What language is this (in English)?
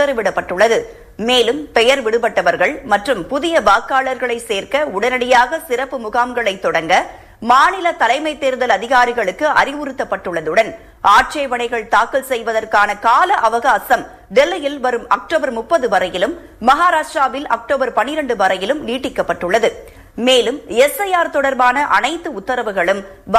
Tamil